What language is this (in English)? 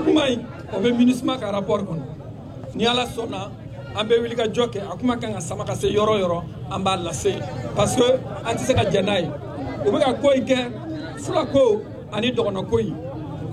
Bambara